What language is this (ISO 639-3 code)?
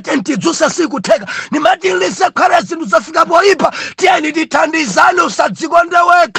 nya